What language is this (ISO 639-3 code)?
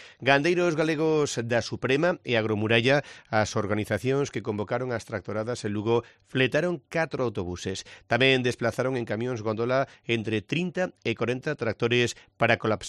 glg